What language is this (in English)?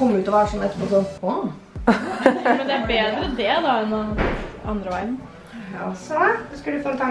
Norwegian